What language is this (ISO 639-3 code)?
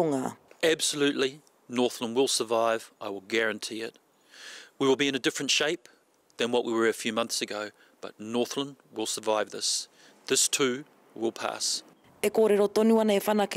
mri